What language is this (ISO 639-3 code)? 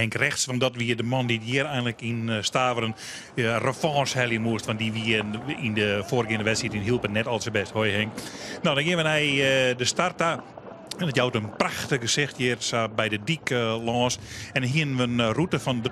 fry